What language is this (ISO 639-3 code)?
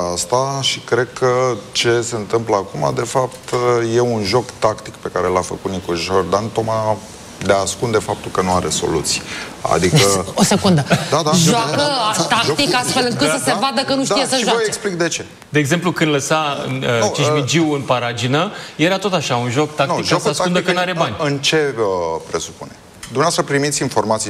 ron